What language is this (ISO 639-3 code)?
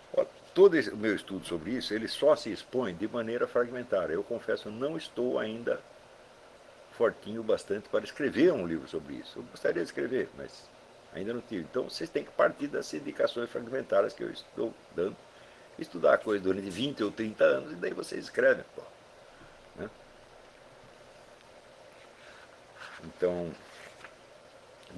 por